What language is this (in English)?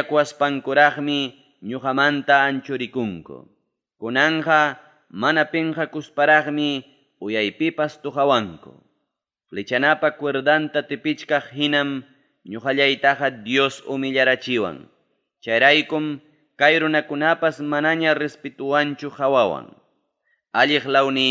Ayacucho Quechua